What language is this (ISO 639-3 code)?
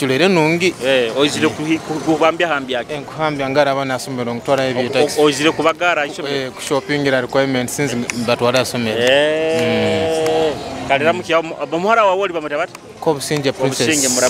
nyo